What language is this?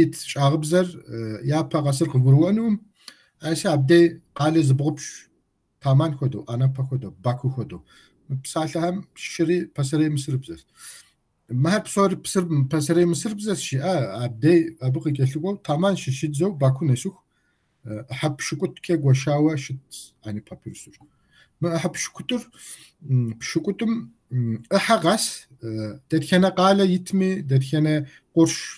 Kabardian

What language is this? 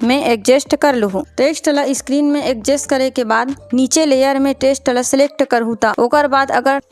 Chhattisgarhi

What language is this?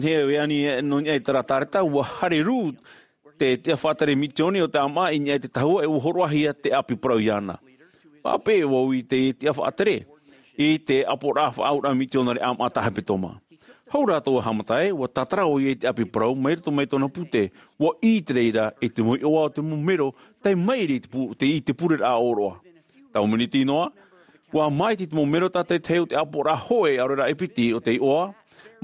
Tahitian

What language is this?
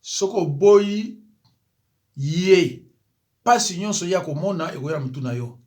Lingala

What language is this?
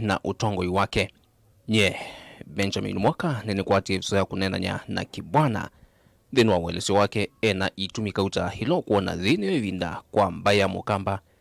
Kamba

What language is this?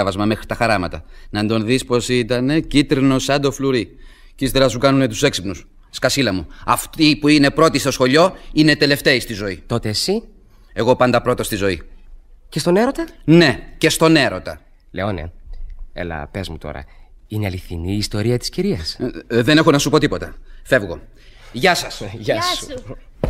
Greek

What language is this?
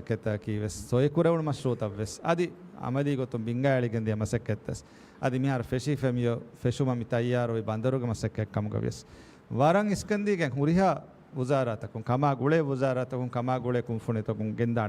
Divehi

